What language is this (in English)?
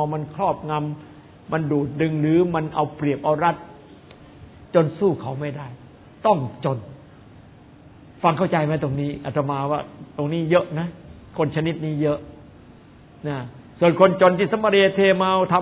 Thai